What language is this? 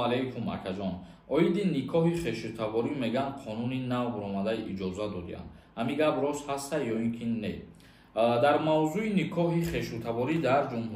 Tajik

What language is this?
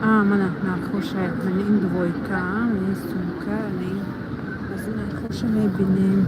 Tajik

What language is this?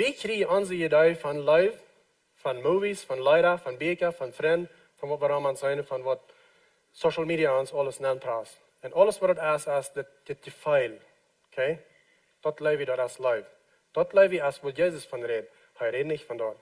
Plautdietsch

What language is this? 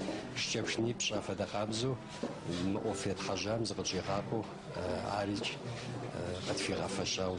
Adyghe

